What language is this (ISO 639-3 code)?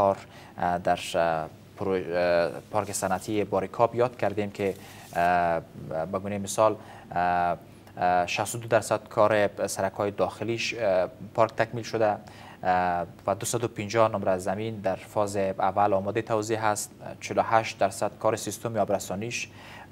fas